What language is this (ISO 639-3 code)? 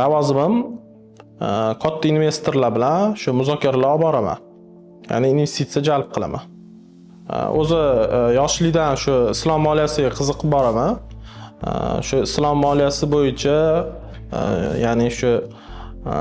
uzb